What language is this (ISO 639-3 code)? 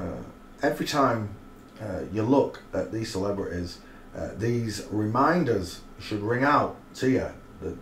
eng